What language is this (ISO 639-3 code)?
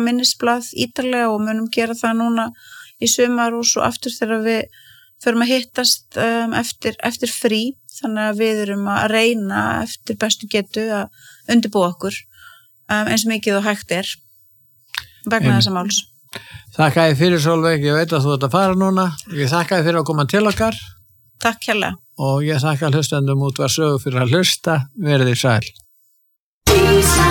isl